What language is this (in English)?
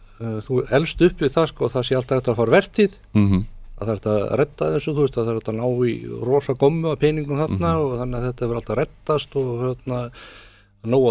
Icelandic